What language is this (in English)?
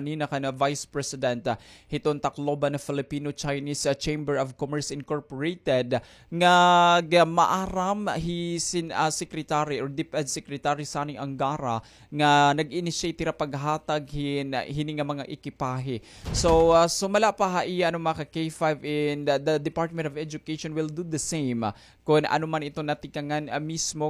Waray